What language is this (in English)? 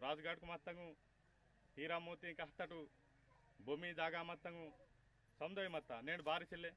Aheri Gondi